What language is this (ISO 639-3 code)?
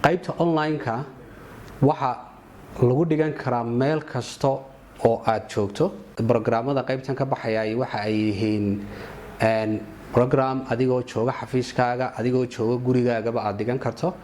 som